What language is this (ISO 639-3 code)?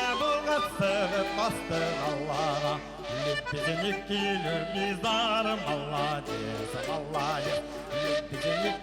bak